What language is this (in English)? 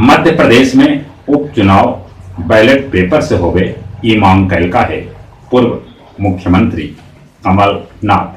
Magahi